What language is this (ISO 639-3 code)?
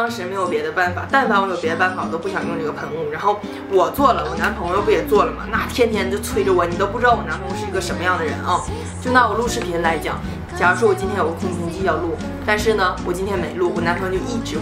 zho